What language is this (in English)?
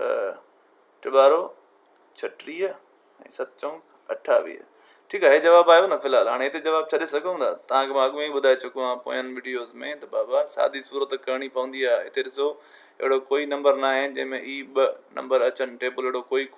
Sindhi